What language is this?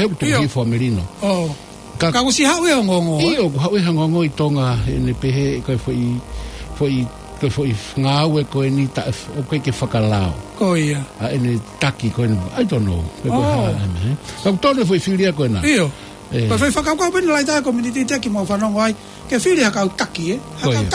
Tongan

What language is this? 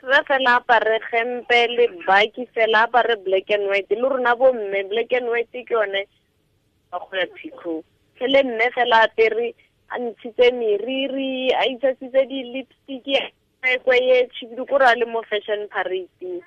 Tswana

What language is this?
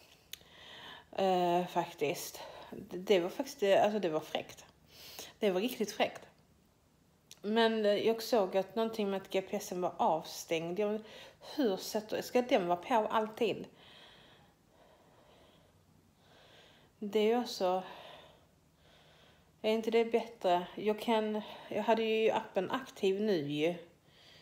Swedish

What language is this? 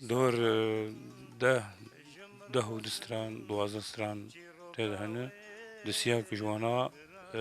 Kurdish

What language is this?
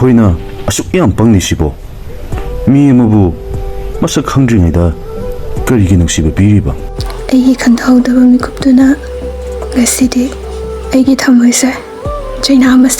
Manipuri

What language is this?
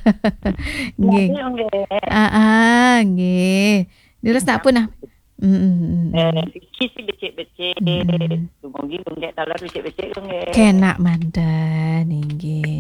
Balinese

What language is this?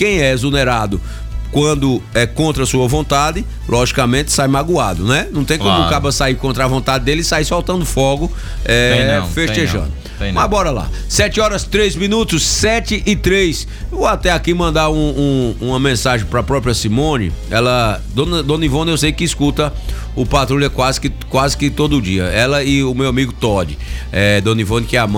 Portuguese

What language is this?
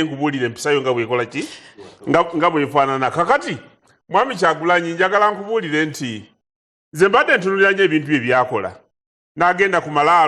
Ganda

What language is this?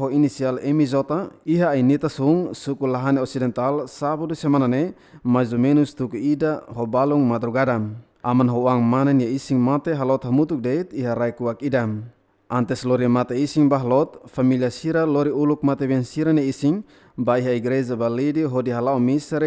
Tetum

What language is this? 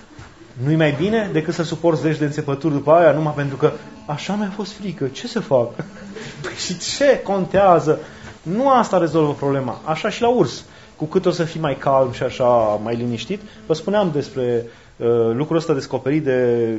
Romanian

